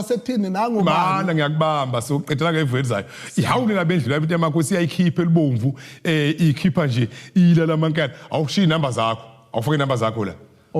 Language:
Zulu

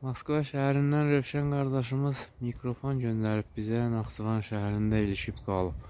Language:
Azerbaijani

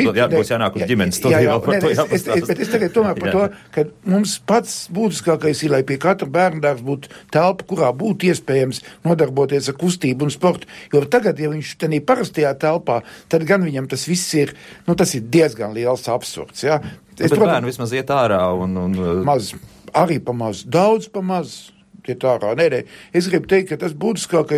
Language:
Latvian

